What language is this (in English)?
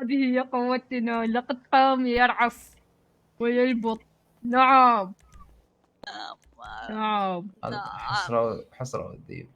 Mesopotamian Arabic